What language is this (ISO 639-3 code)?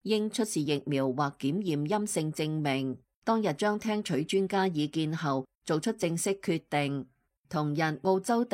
yue